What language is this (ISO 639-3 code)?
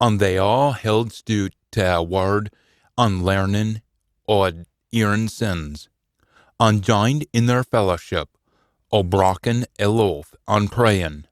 sco